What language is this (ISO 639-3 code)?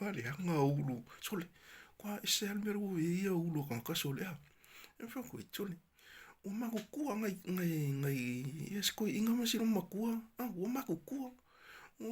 smo